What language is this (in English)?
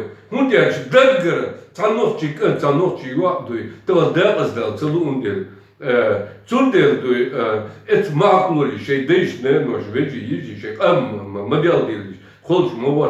Chechen